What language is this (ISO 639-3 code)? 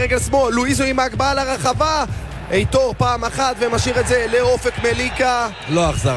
heb